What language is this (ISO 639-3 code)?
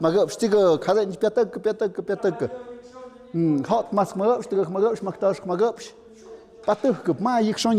mxp